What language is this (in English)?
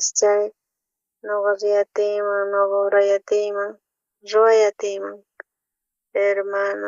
South Bolivian Quechua